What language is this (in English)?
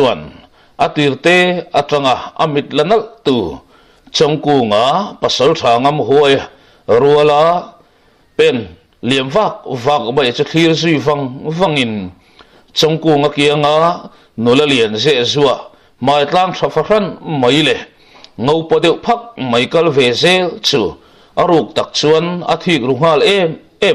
Mizo